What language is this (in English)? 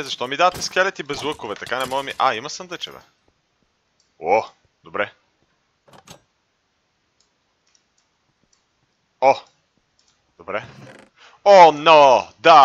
Bulgarian